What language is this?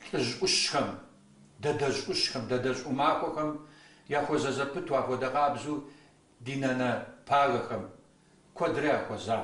Kabardian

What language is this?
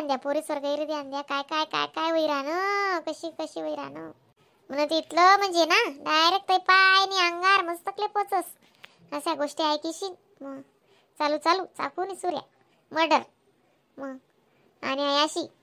Khandesi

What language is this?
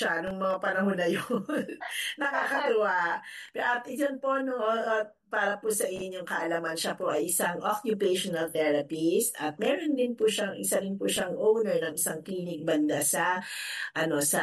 Filipino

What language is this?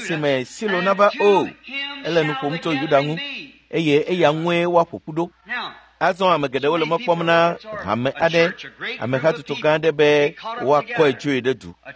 Ewe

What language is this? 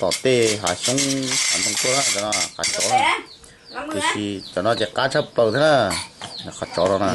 Hmong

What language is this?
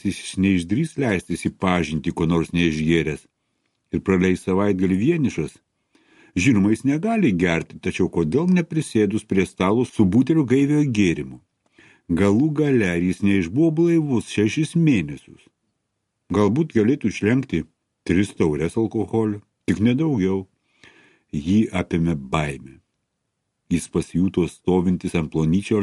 Lithuanian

